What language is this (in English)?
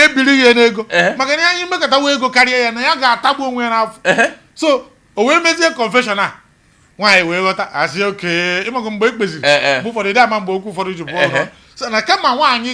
Igbo